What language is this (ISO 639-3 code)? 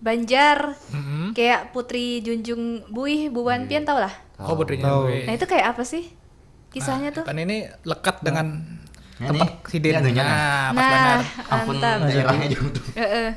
bjn